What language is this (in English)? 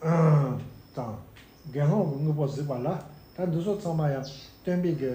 Tibetan